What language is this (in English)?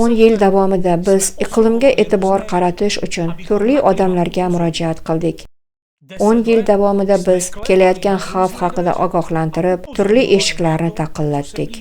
Uzbek